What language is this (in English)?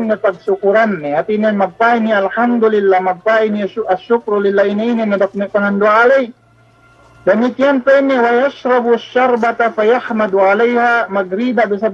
Yakan